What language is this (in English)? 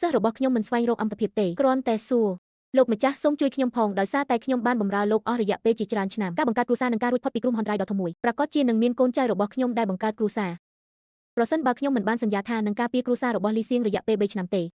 Khmer